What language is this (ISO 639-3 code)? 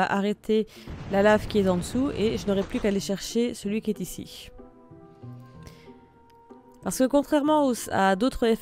fra